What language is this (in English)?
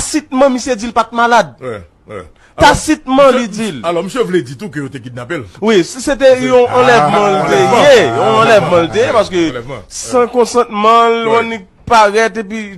Haitian Creole